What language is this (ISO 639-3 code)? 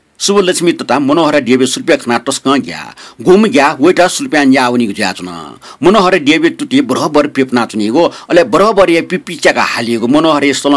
new